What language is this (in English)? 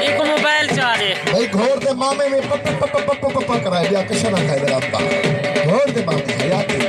Saraiki